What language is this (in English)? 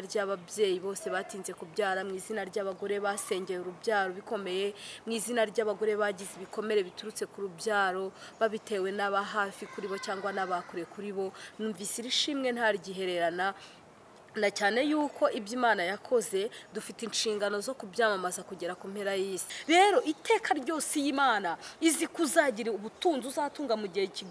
Kinyarwanda